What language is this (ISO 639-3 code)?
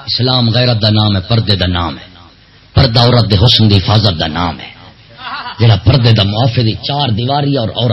skr